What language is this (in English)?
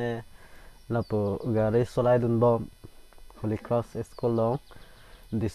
Karbi